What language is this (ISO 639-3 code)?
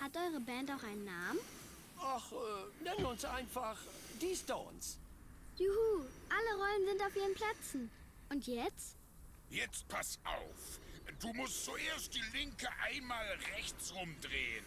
gsw